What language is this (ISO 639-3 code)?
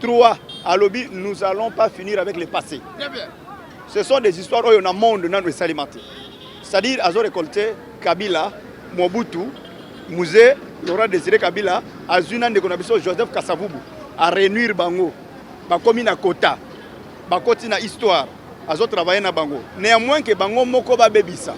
lin